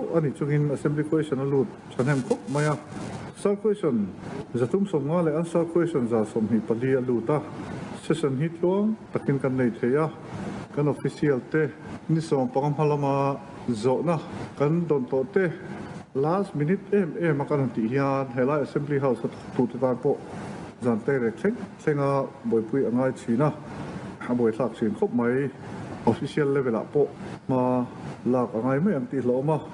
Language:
Mizo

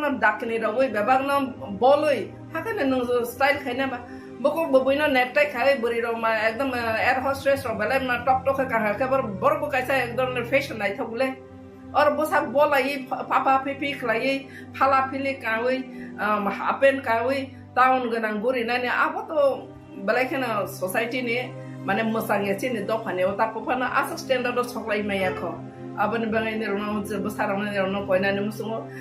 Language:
Kok Borok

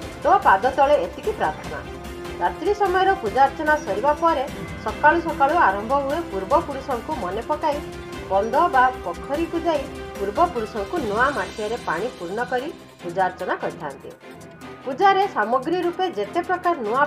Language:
Odia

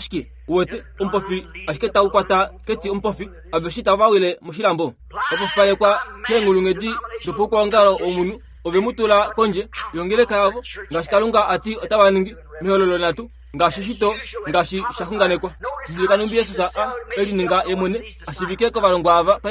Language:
Kuanyama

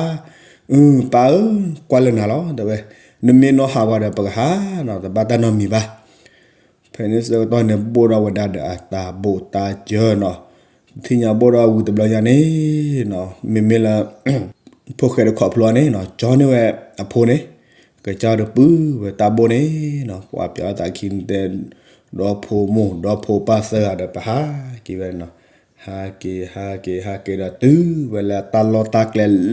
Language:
S'gaw Karen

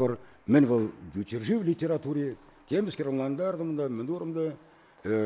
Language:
Chuvash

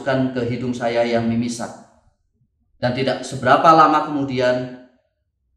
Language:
Indonesian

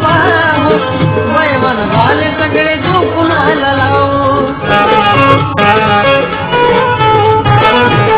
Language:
Marathi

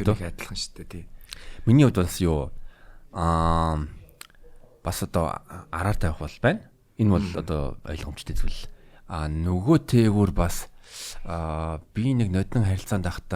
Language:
Mongolian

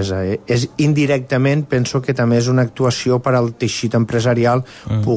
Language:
Catalan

